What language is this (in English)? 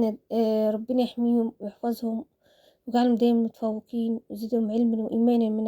Egyptian Arabic